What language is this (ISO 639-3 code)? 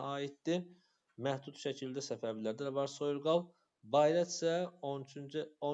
aze